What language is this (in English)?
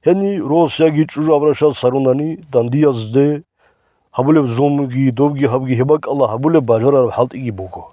Avaric